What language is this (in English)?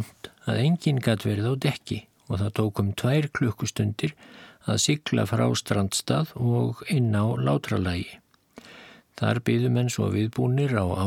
Icelandic